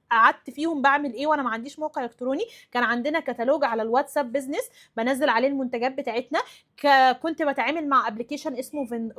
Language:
Egyptian Arabic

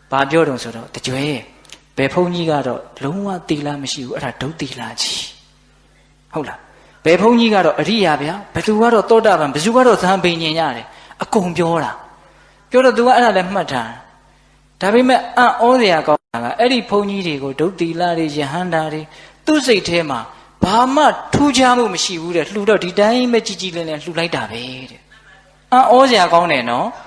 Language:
Burmese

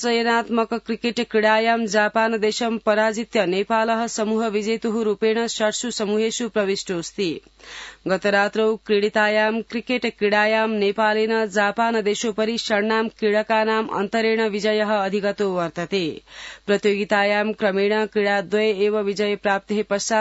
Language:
Sanskrit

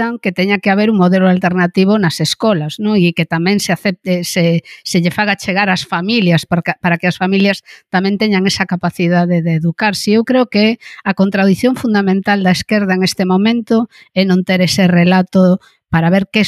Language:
Galician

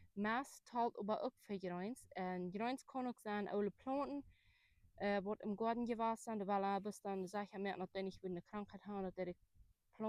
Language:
Plautdietsch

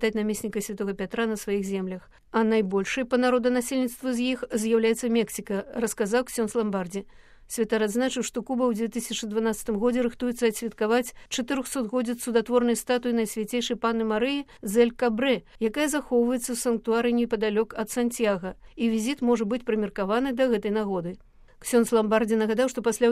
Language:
Belarusian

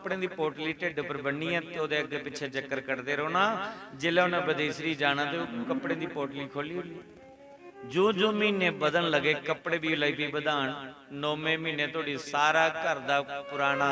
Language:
Dogri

